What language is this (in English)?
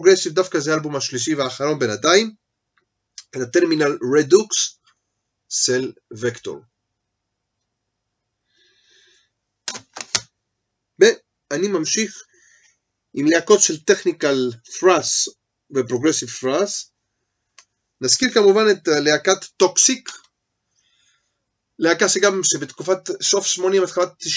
Hebrew